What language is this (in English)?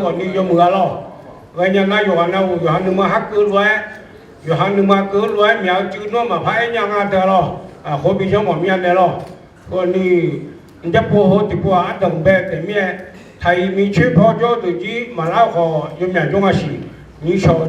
Akha